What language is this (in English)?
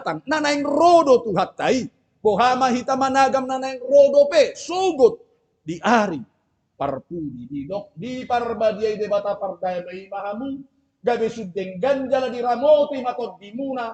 Batak Toba